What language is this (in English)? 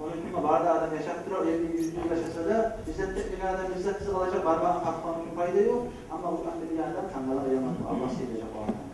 Kumyk